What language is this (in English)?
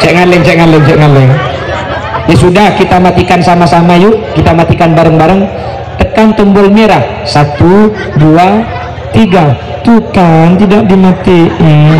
Madurese